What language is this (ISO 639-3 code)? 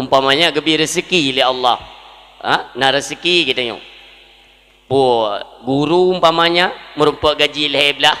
ace